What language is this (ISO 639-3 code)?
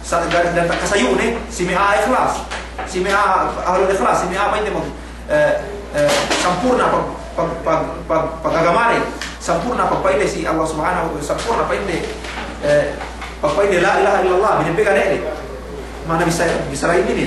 yka